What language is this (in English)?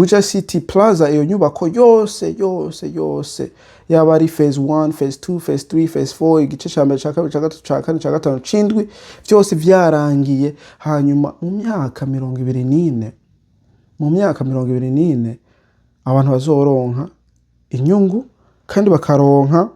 Rundi